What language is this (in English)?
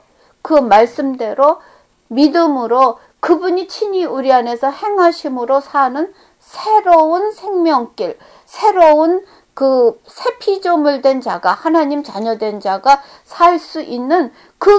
Korean